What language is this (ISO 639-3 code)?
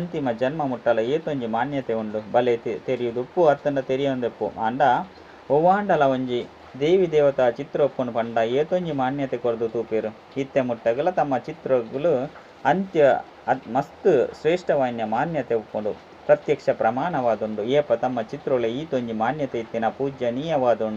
tcy